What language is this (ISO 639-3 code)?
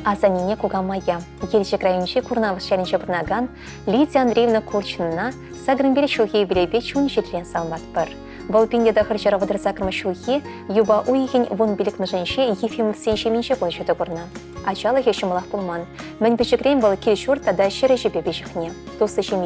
chv